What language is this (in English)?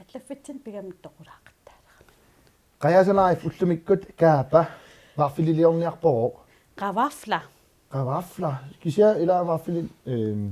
Kalaallisut